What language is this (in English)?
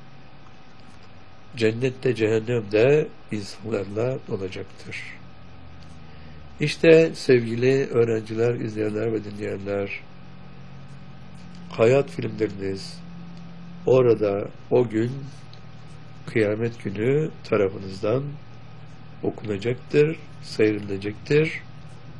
Turkish